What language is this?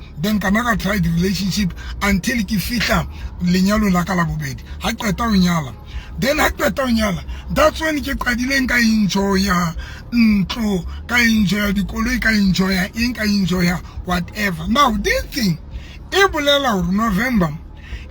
Southern Sotho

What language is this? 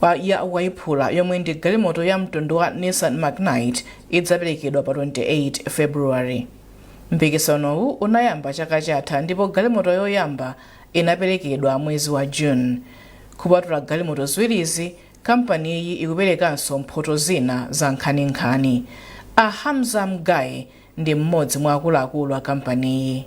Nyanja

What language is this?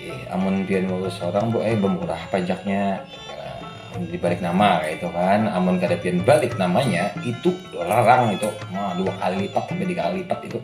Banjar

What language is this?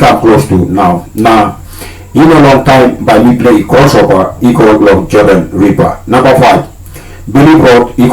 Tok Pisin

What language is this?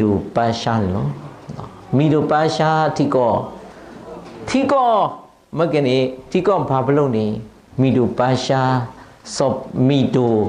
S'gaw Karen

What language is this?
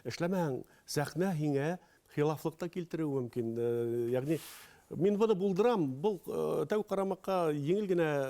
Bashkir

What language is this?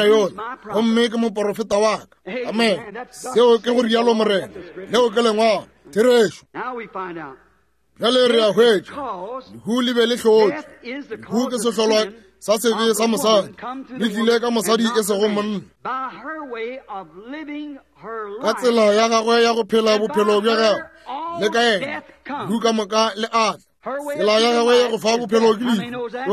Northern Sotho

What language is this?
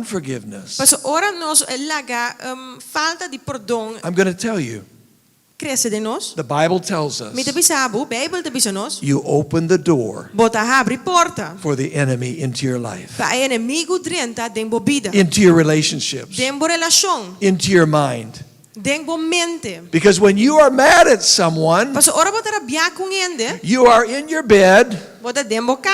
Papiamento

